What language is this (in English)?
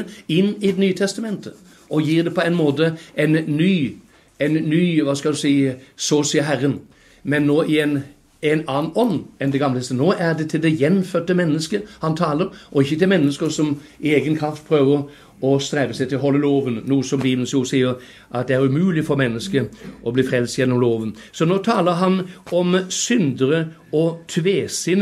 Norwegian